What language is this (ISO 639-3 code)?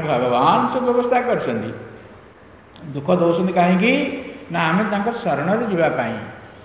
ori